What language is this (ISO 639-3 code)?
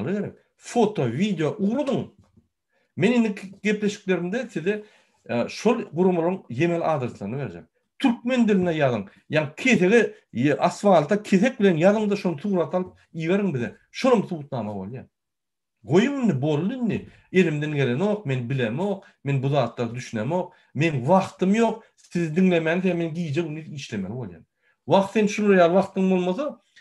tuk